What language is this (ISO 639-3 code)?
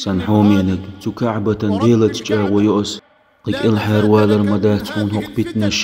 che